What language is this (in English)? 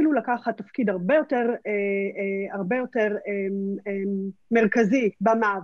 Hebrew